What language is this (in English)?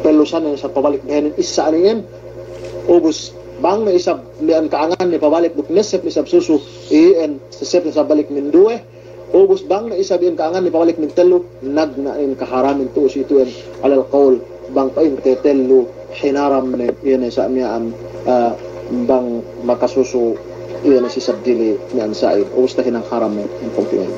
Yakan